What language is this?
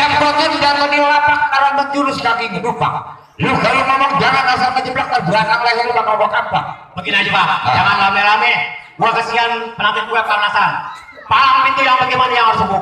Betawi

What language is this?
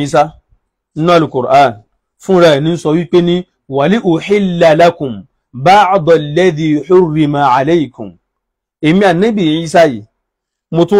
Yoruba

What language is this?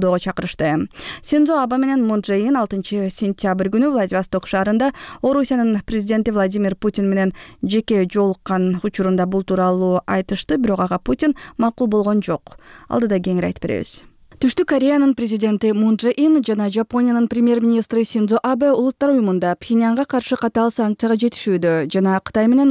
Kyrgyz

